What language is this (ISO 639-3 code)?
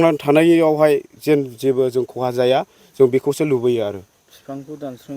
brx